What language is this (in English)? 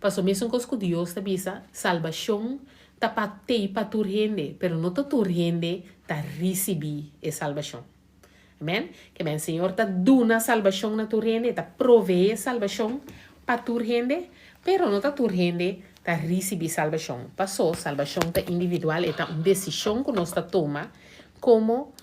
Papiamento